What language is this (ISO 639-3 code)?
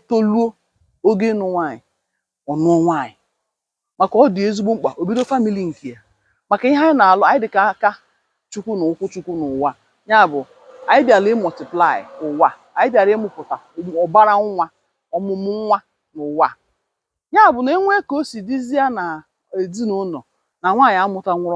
ibo